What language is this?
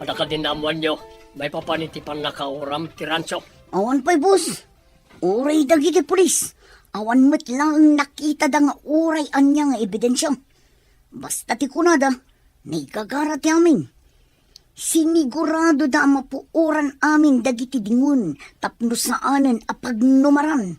Iloko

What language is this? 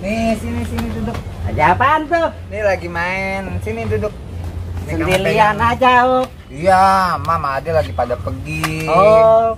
Betawi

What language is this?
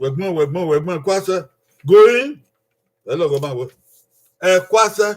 Bini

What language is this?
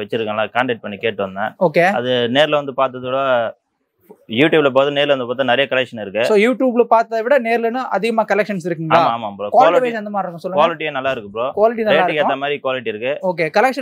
Tamil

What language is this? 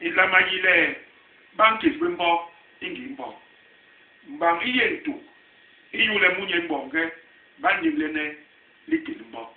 Basaa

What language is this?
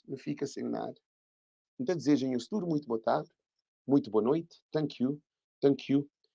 Kabuverdianu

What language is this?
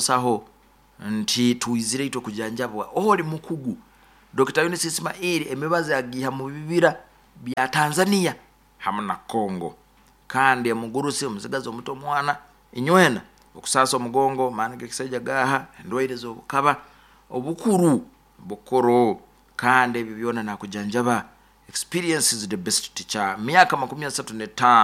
Nyoro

